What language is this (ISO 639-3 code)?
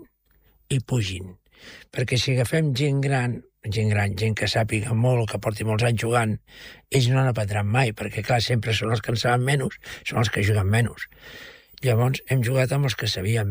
cat